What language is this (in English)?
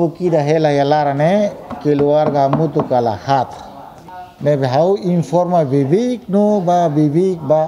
Tetum